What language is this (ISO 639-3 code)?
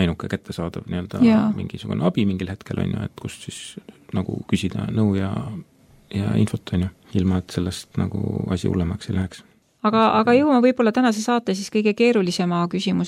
est